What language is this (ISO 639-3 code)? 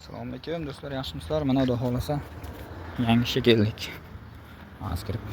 uzb